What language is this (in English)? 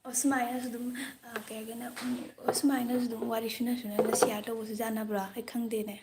Manipuri